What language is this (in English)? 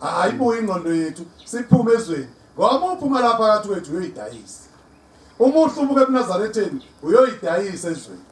Zulu